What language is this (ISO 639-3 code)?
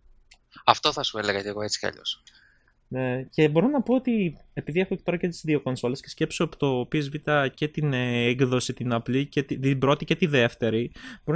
ell